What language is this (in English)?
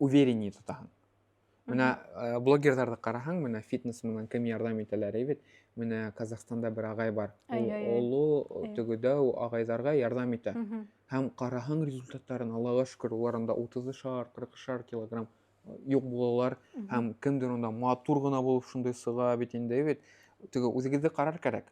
Bashkir